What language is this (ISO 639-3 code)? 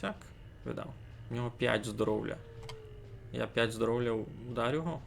rue